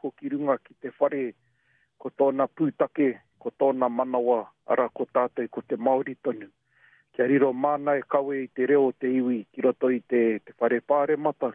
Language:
Māori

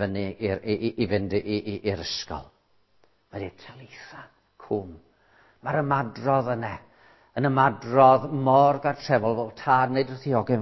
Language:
Welsh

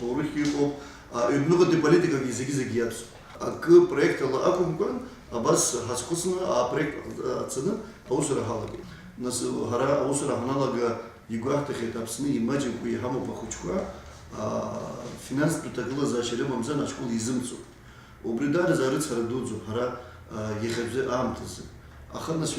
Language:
Abkhazian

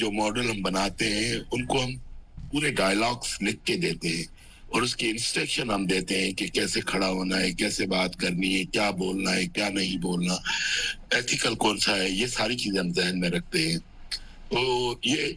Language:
Urdu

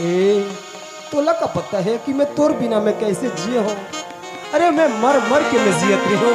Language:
Chhattisgarhi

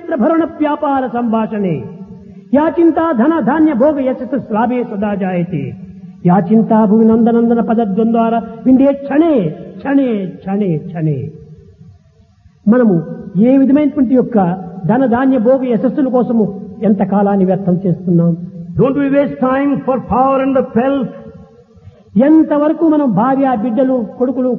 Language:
Telugu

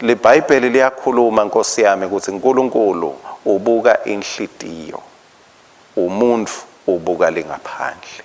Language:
Swati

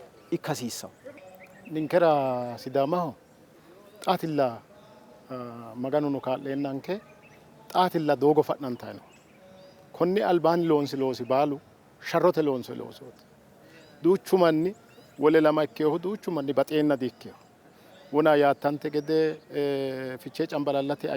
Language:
Sidamo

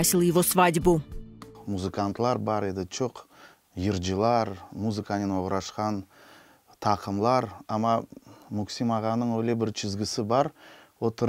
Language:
Crimean Tatar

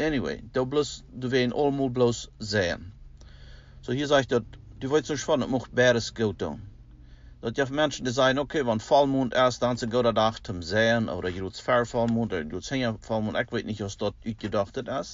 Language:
Plautdietsch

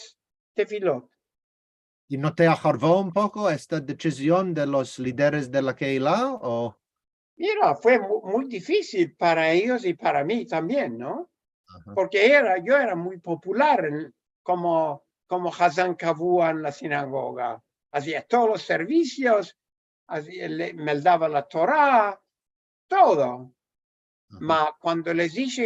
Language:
Ladino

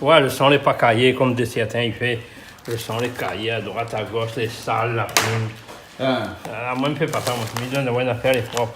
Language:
Réunion Creole French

